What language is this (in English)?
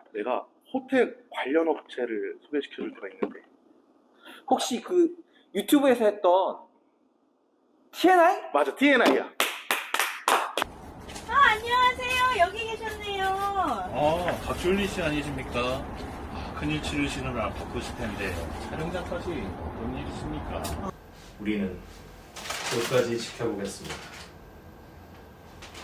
Korean